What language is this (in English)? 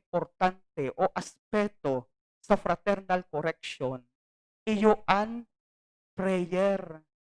Bikol